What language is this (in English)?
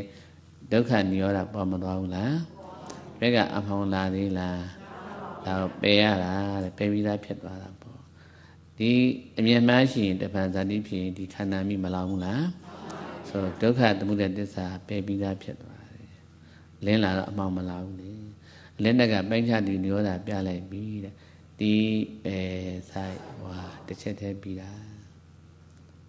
Burmese